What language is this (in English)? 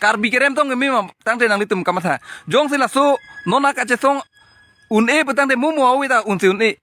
Karbi